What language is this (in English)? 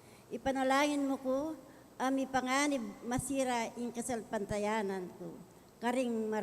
Pampanga